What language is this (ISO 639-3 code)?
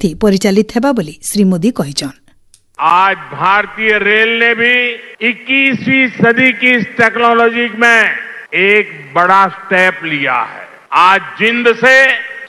ori